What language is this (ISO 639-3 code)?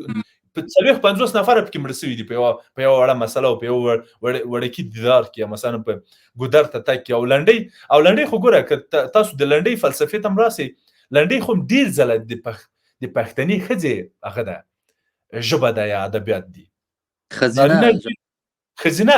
pus